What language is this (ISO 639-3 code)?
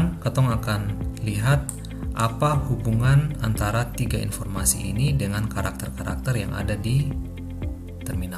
abs